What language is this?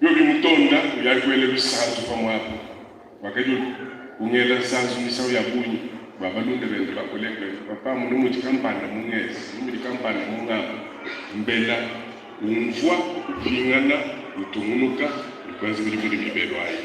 Luba-Lulua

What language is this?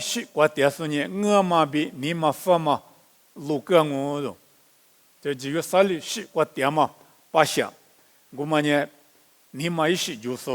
Lisu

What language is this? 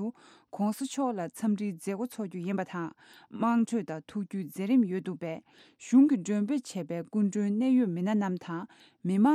Tibetan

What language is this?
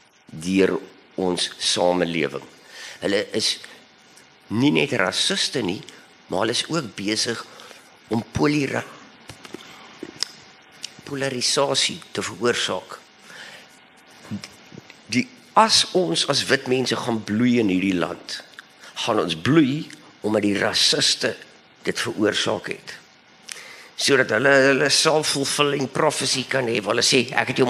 Afrikaans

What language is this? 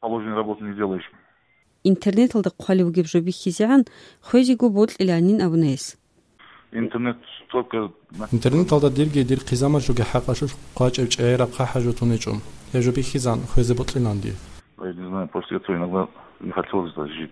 Avaric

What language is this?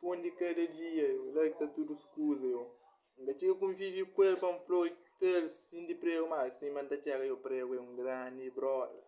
Kabuverdianu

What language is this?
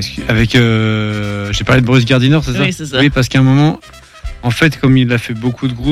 French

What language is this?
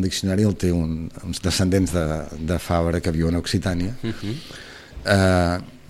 Catalan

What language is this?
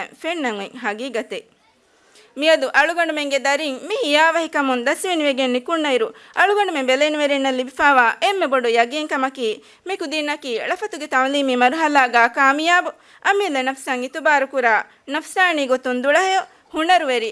Divehi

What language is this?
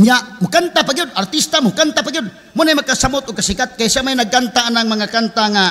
Cebuano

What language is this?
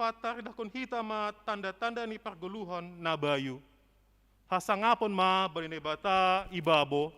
Batak Simalungun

